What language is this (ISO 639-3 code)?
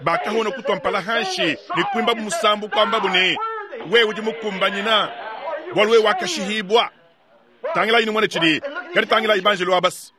lua